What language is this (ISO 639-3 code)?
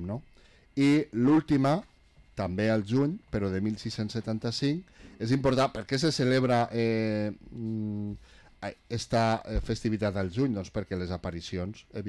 cat